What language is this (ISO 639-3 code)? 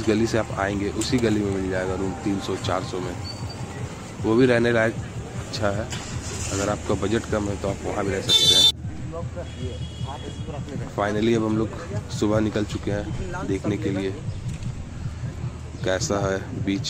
hin